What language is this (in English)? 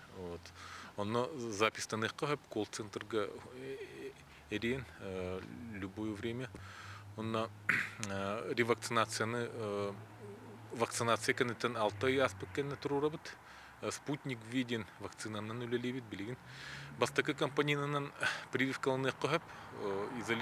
Yakut